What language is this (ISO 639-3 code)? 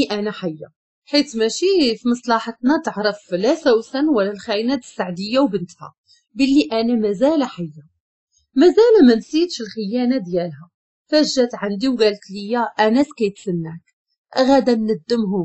ary